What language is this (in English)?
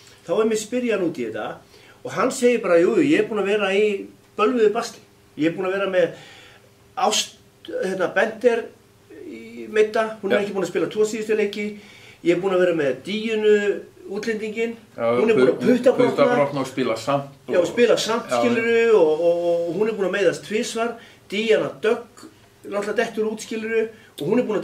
Icelandic